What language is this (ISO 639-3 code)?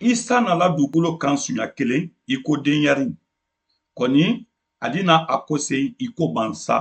man